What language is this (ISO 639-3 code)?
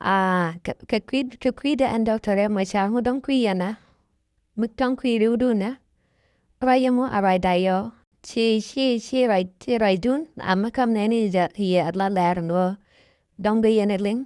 nus